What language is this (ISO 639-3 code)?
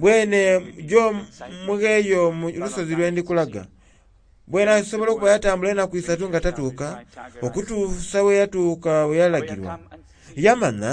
xog